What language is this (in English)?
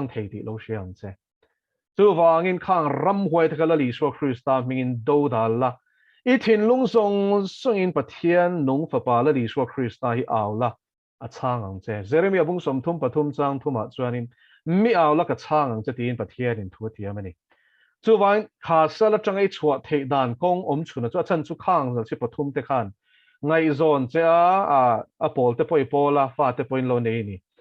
Mizo